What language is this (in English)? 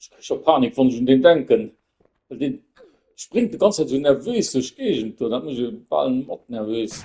Luxembourgish